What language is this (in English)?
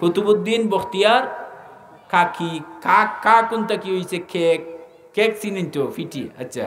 Sylheti